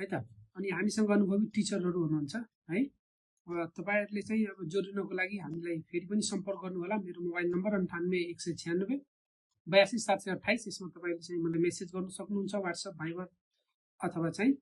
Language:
Nepali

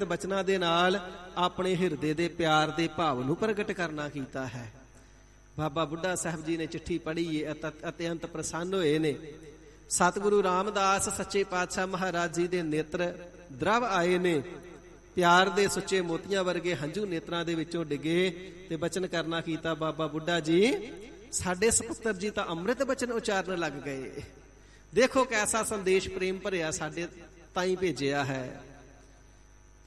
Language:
Punjabi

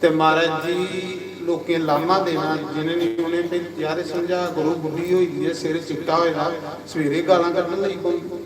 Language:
Dogri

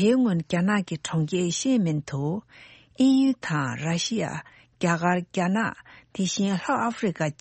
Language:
Tibetan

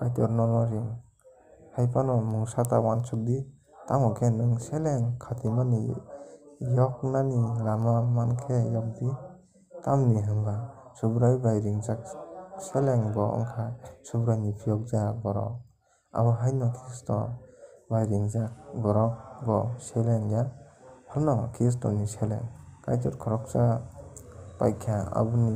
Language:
Kok Borok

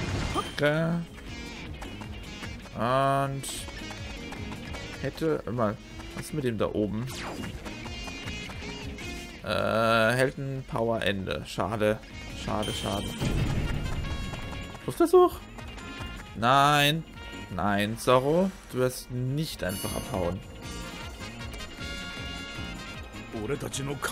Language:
German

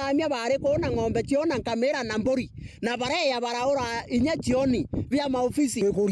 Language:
Meru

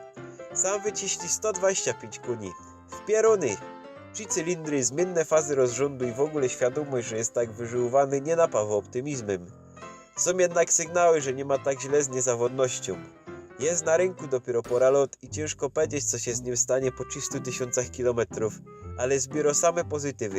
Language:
Silesian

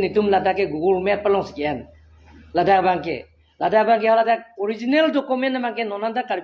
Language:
Karbi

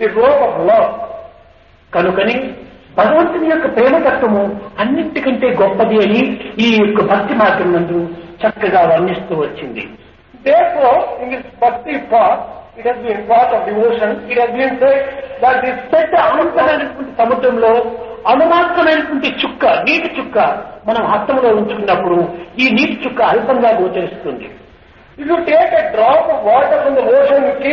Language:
Telugu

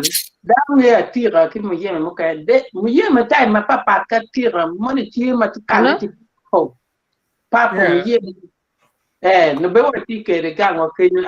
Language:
Acoli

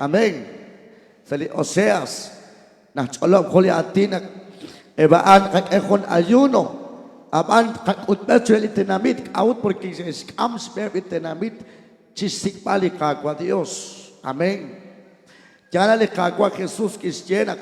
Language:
Kekchí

